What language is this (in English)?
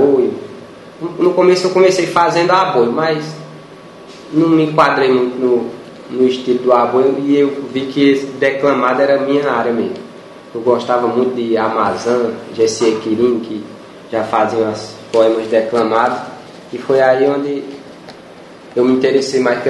Portuguese